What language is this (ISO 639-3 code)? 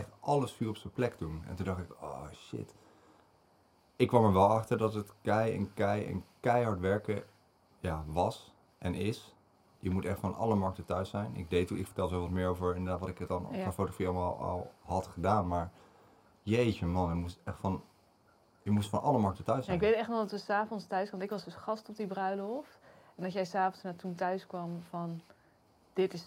nld